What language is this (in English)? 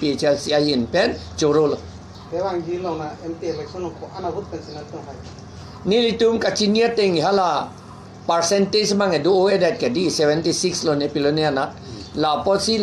Karbi